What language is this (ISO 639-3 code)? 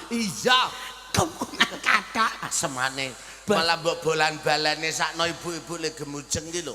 jav